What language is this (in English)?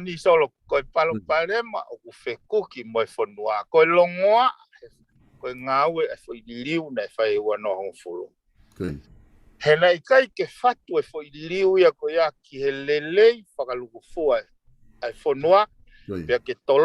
Tongan